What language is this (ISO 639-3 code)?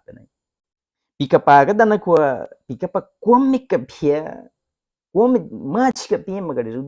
bwi